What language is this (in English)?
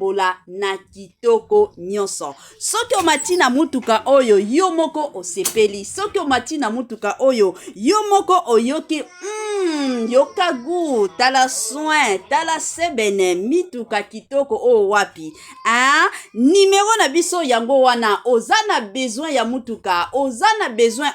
Lingala